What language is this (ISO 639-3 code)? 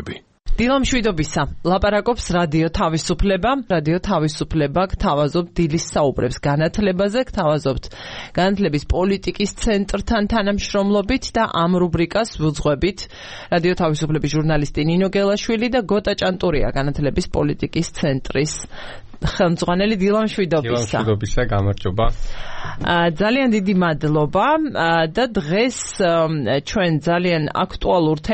kat